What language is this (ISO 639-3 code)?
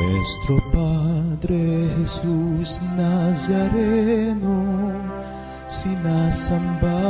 pam